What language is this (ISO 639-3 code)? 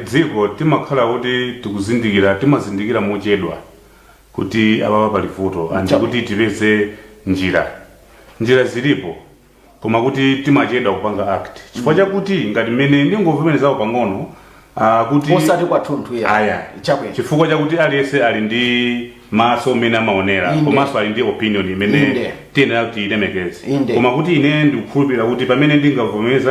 nya